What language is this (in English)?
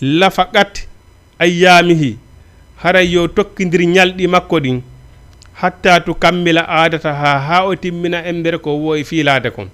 Fula